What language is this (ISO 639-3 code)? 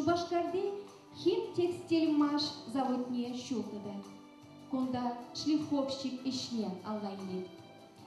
chv